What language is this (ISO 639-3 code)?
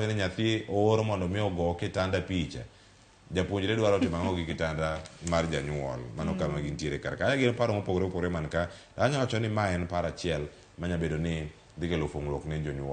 luo